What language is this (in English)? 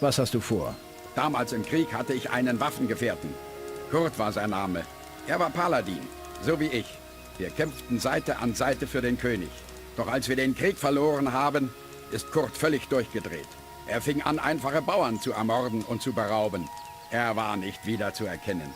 Bavarian